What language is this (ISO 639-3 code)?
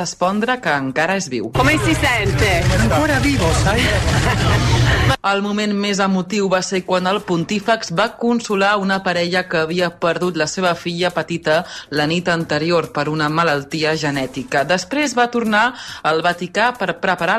cat